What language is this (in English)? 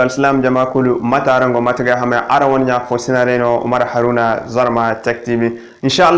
Zarma